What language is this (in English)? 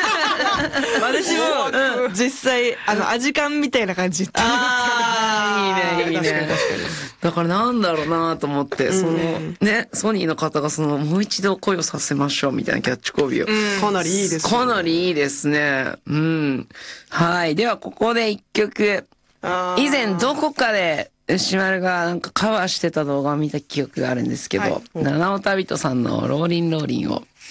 Japanese